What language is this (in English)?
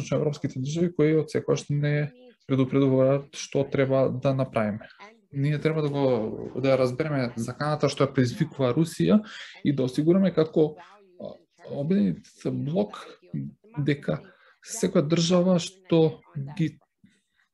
Macedonian